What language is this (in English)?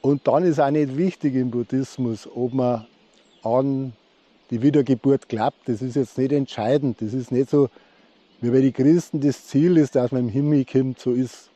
Bavarian